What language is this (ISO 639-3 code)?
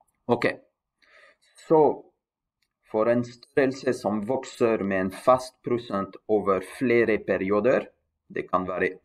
nor